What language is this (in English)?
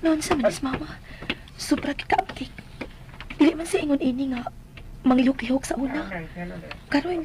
Cebuano